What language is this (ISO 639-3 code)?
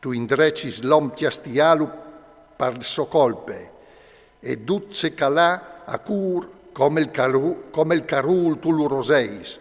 fur